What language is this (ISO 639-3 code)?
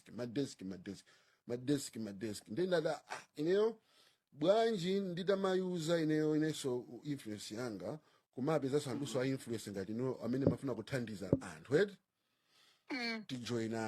nya